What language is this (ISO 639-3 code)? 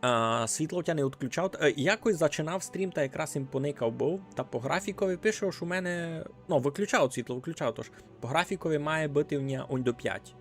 rue